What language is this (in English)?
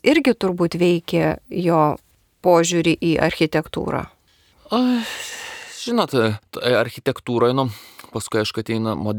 Lithuanian